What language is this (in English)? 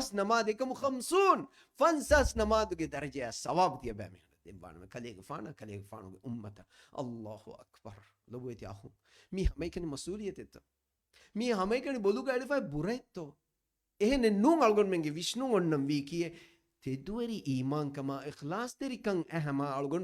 Divehi